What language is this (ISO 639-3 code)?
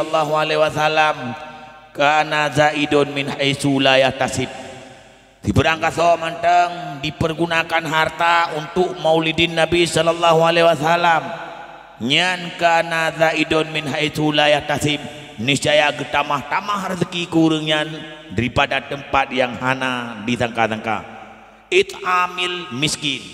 ace